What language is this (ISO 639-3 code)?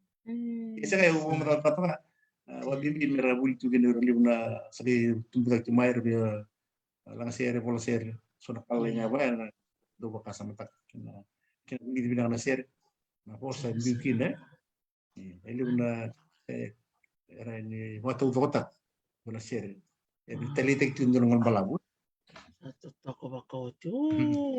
fij